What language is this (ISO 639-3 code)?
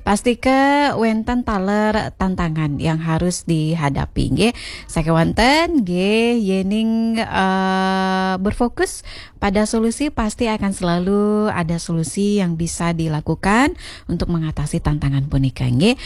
ban